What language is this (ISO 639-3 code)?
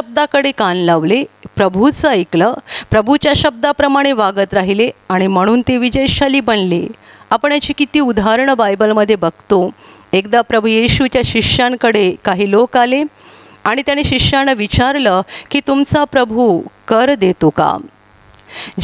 mar